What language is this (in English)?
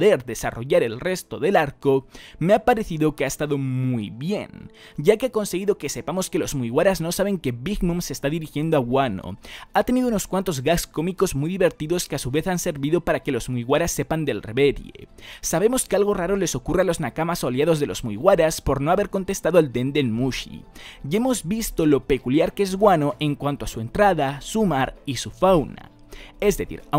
Spanish